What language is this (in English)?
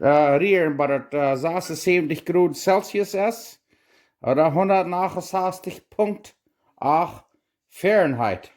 Plautdietsch